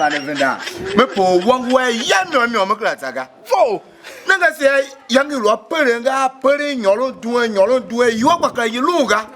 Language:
Tiv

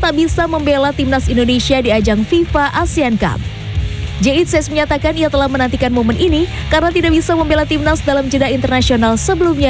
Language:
Indonesian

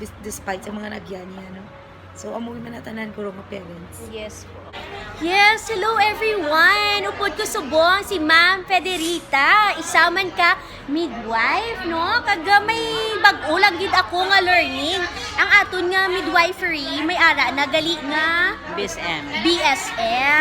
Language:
Hiligaynon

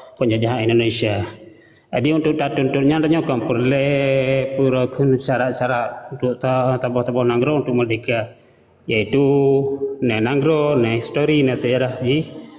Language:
Achinese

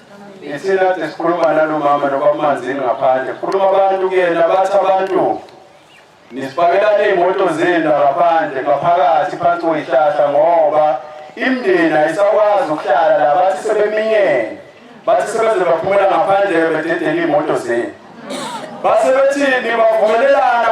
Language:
Zulu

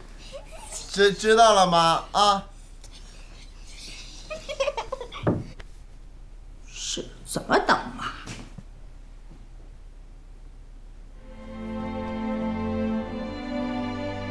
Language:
Chinese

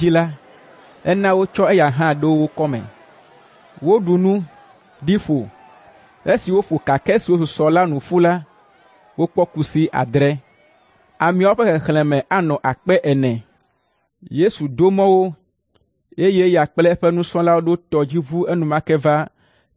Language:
Ewe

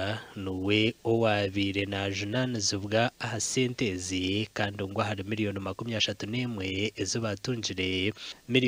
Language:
Nyankole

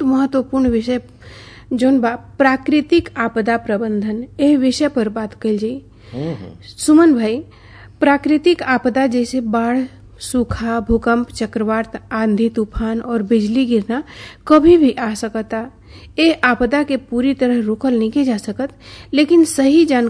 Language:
Bhojpuri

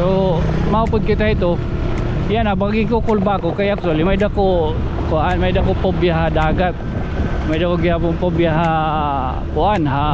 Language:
Waray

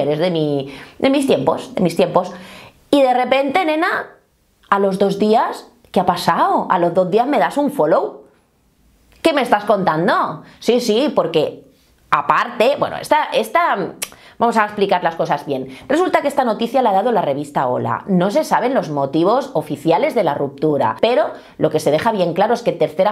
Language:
Spanish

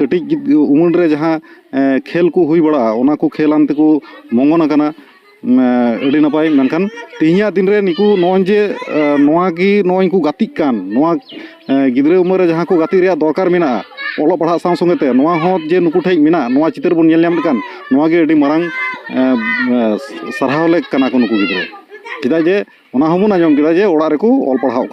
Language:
Santali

